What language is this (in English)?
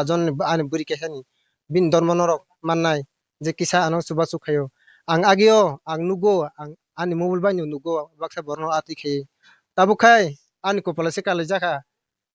Kok Borok